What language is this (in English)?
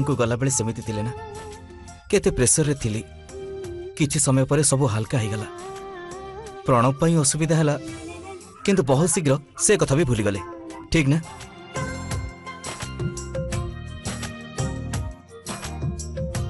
Odia